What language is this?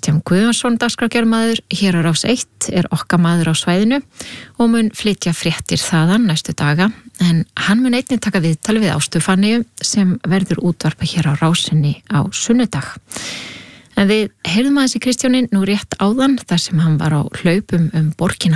Icelandic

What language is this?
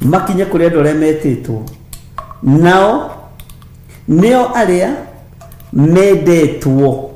Kikuyu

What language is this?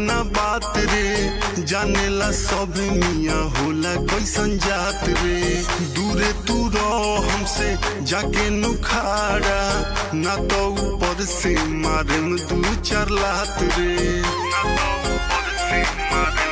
Bhojpuri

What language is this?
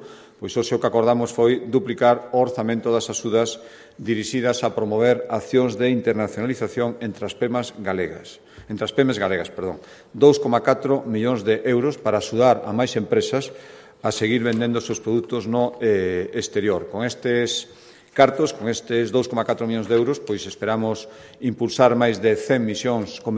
Galician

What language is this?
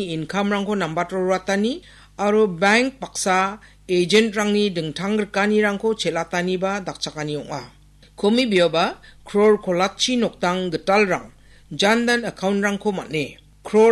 Garo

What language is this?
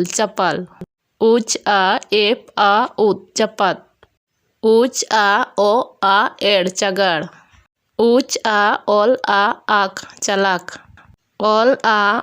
Santali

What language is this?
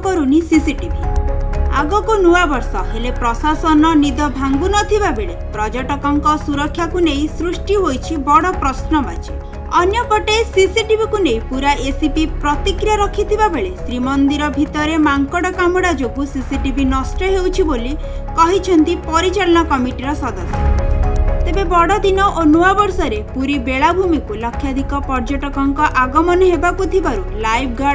Odia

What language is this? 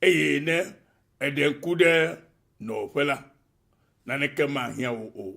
Ewe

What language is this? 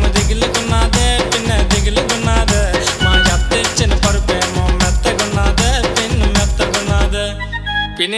Telugu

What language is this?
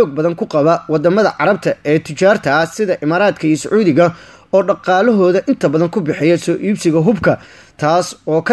Somali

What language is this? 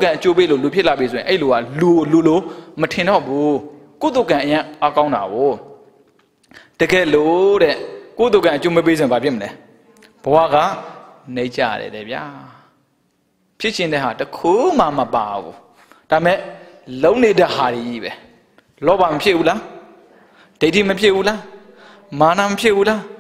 Burmese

